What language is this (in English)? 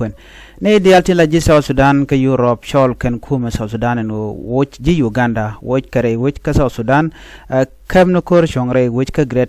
Nuer